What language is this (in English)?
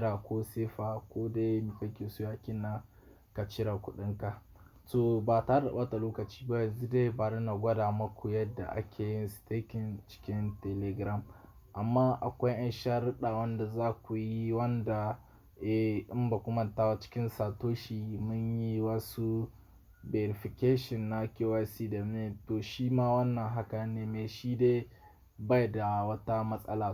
Hausa